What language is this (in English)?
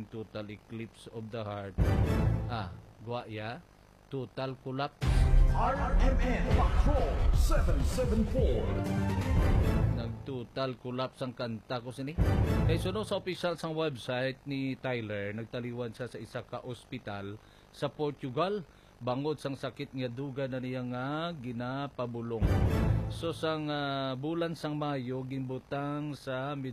Hiligaynon